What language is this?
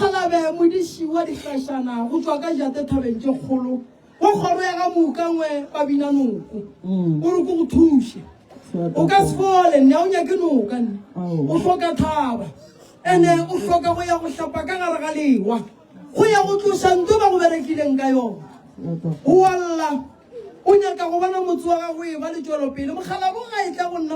Northern Sotho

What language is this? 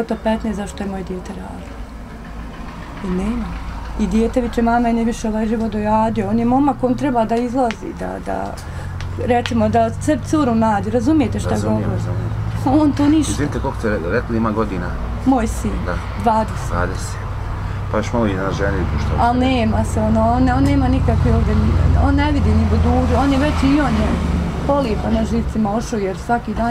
Bosnian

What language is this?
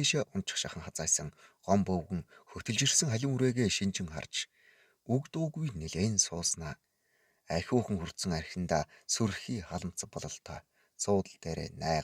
Mongolian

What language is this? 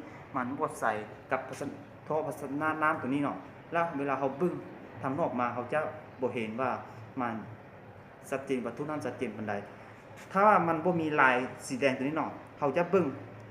Lao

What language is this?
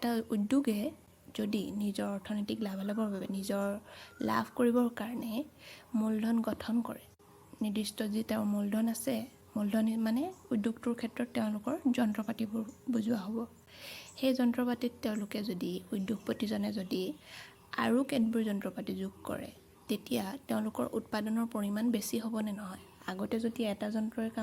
Assamese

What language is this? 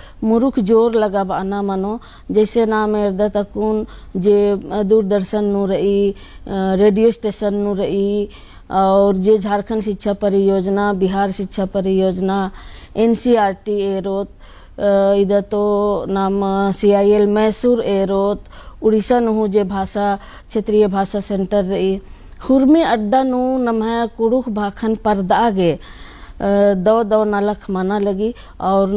Kurukh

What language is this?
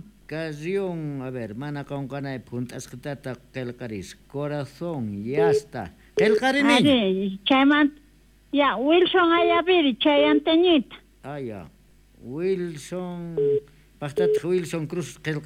South Bolivian Quechua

